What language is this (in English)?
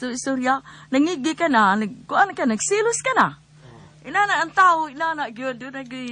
Cebuano